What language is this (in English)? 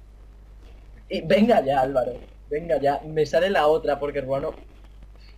Spanish